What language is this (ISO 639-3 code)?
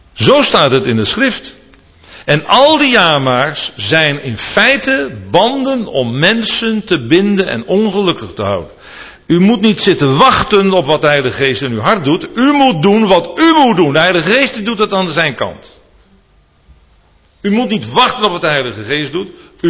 nld